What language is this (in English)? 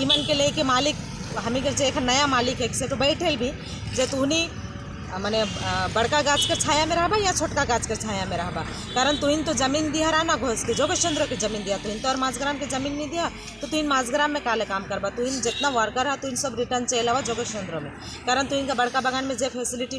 Sadri